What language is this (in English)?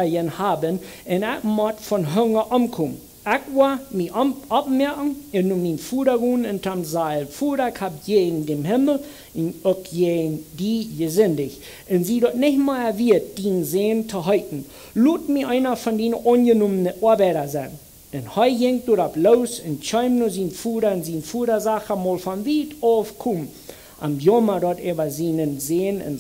Plautdietsch